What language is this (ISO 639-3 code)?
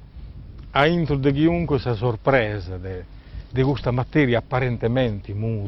srd